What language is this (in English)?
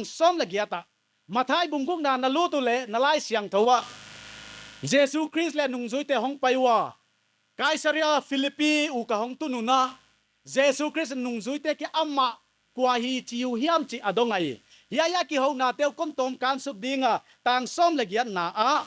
Paite Chin